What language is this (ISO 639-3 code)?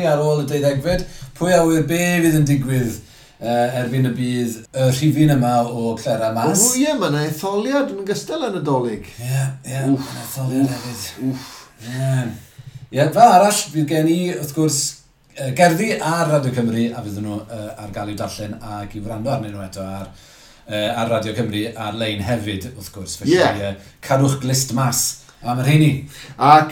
cym